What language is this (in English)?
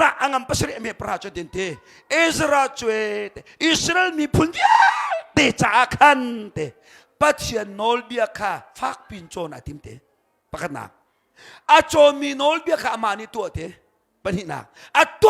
Hakha Chin